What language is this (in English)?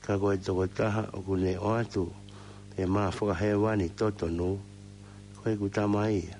Tongan